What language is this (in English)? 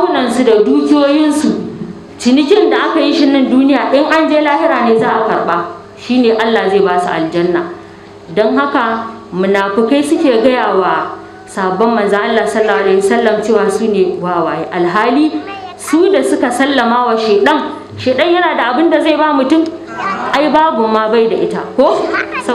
Hausa